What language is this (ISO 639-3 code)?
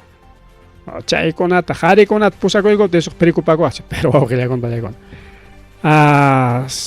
quy